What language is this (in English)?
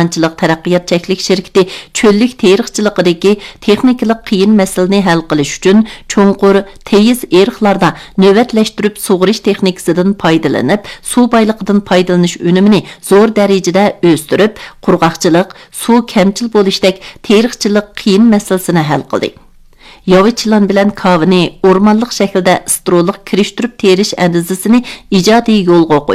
Uyghur